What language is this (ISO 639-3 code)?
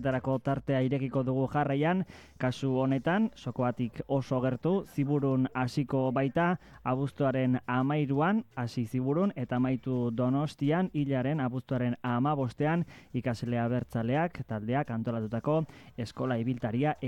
eus